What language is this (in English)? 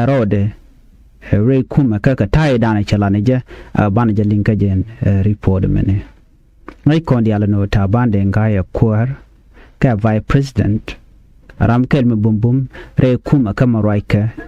Nuer